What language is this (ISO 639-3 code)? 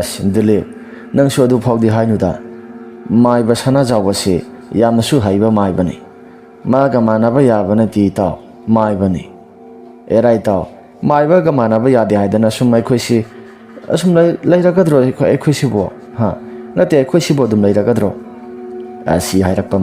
mni